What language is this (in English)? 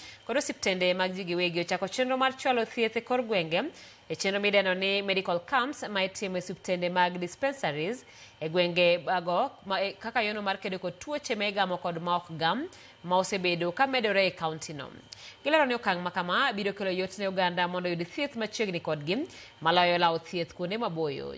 Luo (Kenya and Tanzania)